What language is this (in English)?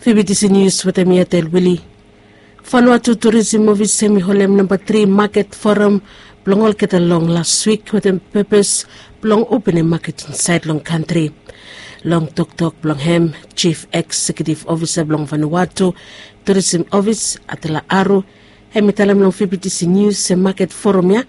Bislama